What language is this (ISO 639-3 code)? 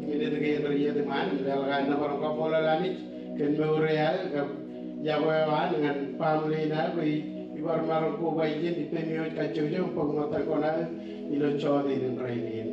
mah